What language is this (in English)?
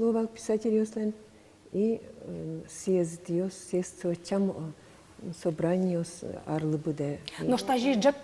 Udmurt